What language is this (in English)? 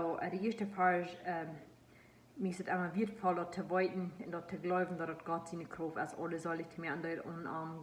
Plautdietsch